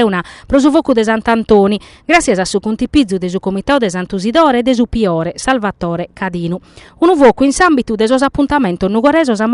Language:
Sardinian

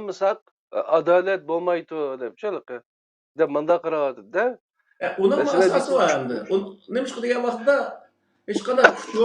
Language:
Uyghur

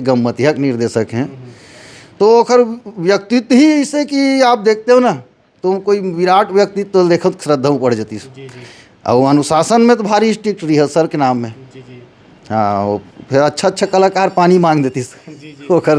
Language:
Chhattisgarhi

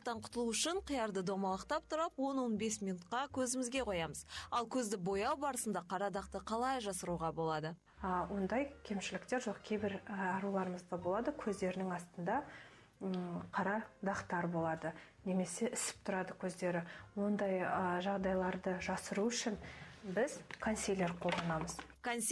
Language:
Kazakh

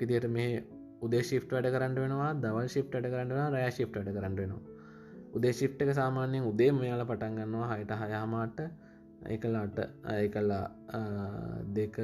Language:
Sinhala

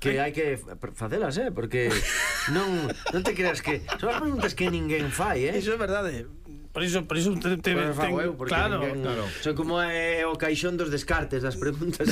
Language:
Galician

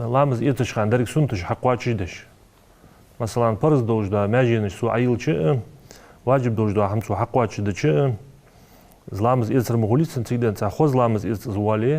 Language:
Ingush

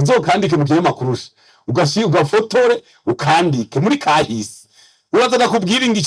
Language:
Rundi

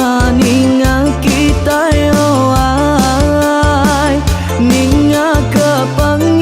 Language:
Iban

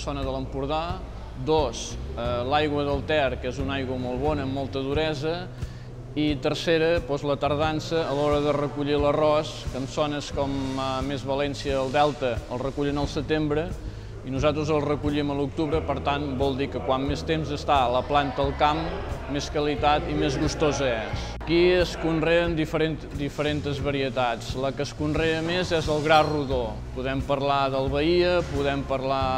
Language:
Catalan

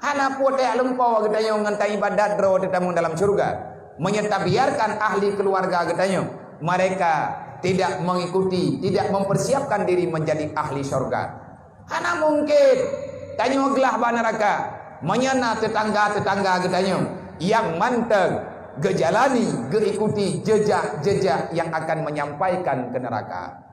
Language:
Achinese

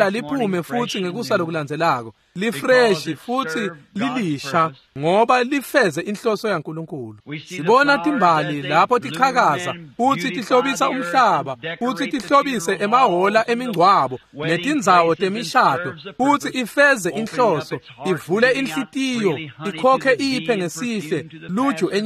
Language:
Swati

